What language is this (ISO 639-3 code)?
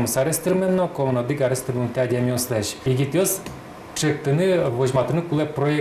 udm